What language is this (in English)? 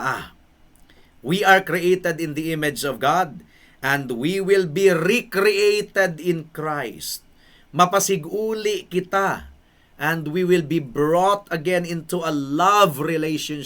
Cebuano